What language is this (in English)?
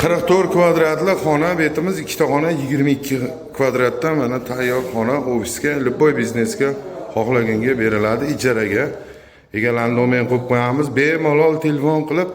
Uzbek